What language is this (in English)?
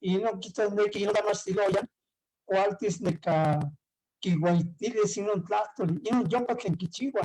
Eastern Huasteca Nahuatl